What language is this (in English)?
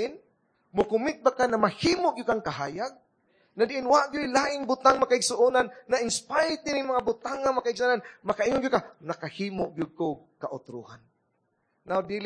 Cebuano